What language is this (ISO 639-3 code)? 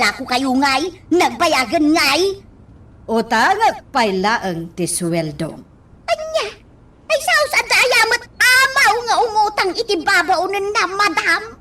ilo